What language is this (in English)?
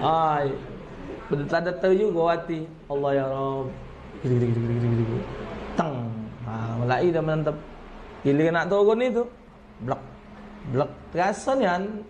Musi